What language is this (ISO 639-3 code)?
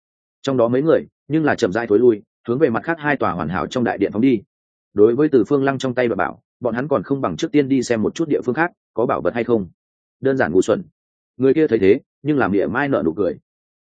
vie